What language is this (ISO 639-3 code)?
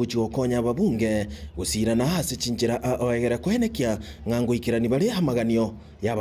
guz